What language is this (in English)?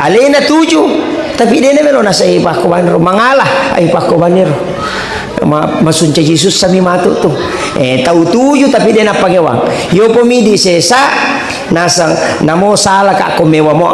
Buginese